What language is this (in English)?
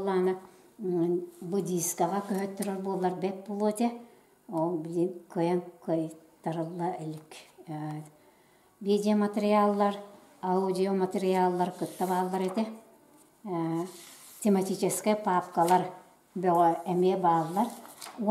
Yakut